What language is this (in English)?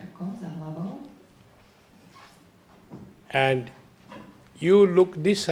Slovak